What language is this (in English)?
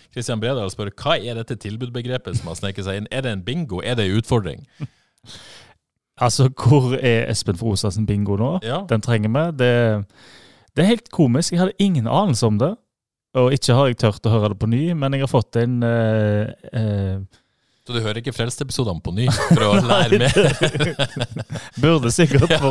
Norwegian